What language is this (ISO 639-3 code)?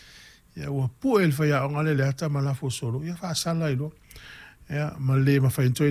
smo